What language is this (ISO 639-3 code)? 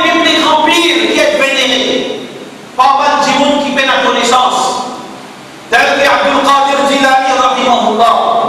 mfe